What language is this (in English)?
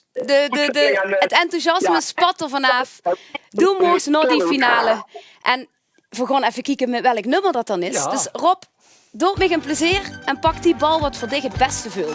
Limburgish